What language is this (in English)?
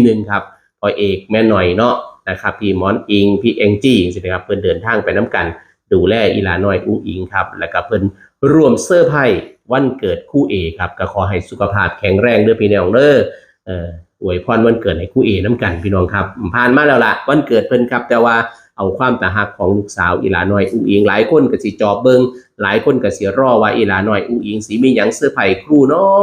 Northeastern Thai